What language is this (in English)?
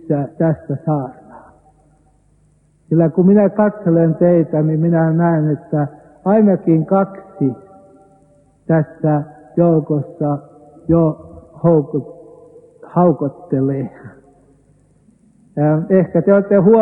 Finnish